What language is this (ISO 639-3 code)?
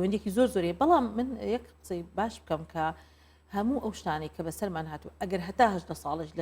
ckb